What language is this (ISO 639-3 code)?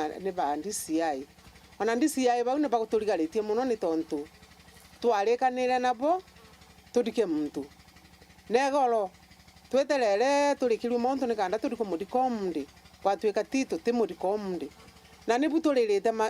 mer